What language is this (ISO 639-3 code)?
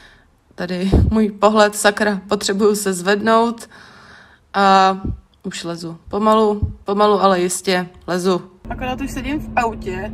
ces